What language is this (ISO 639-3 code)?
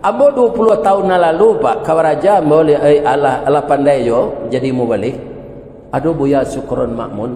min